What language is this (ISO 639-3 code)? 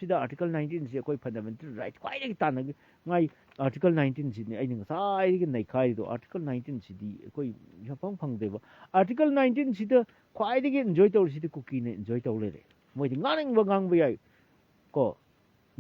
mni